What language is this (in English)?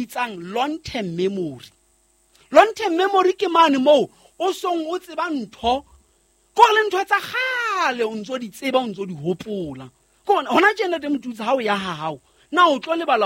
Southern Sotho